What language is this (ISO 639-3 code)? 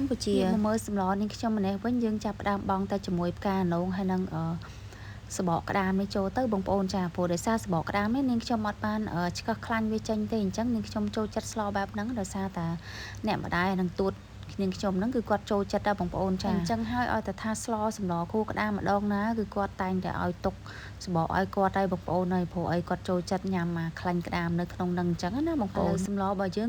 khm